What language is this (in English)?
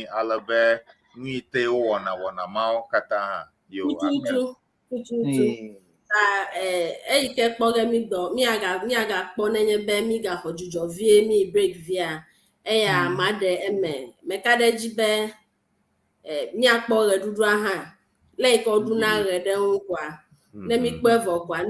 Ewe